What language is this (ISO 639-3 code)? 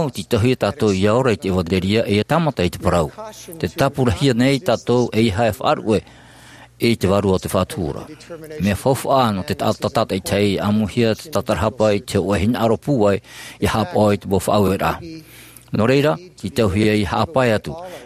tah